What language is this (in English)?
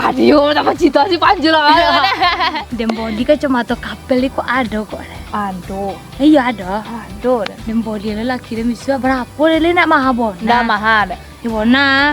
Minangkabau